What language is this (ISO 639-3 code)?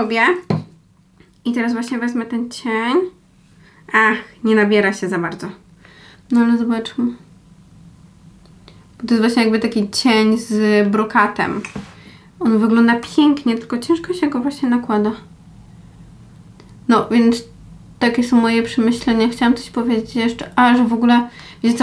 pol